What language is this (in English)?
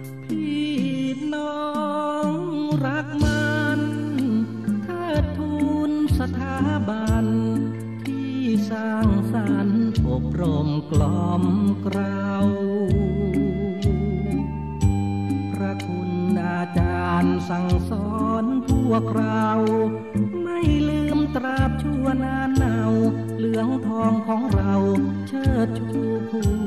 Thai